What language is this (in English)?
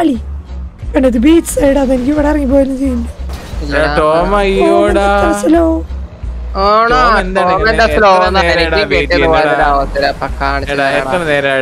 Malayalam